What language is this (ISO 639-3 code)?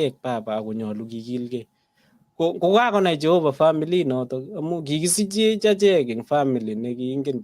kln